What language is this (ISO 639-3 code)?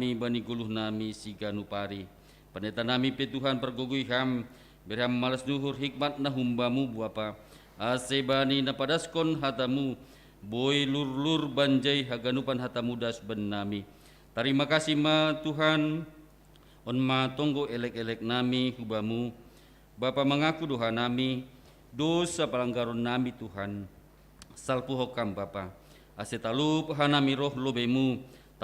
bts